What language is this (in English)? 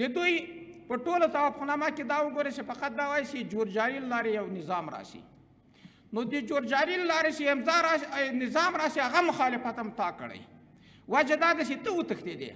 Pashto